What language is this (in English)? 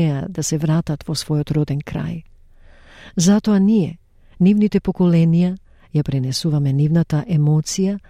Macedonian